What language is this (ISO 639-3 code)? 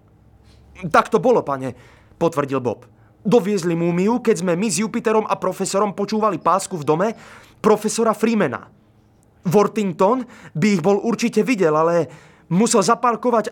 slk